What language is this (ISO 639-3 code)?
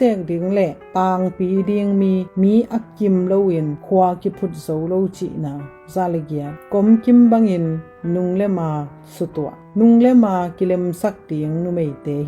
ctd